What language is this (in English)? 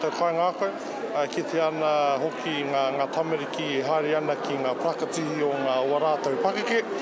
Māori